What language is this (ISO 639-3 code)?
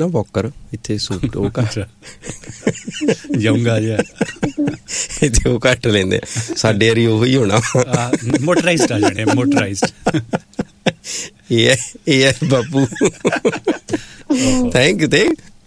pan